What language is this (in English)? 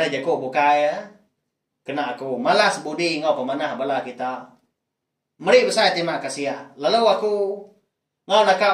Iban